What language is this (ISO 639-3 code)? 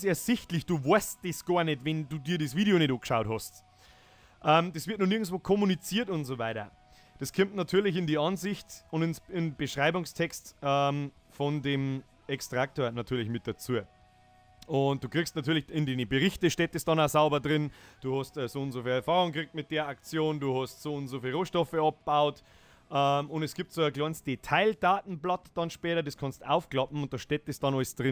bar